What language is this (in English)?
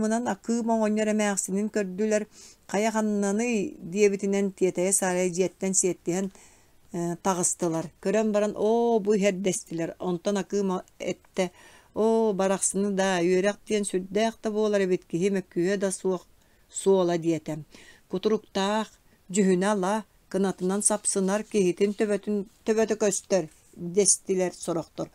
Yakut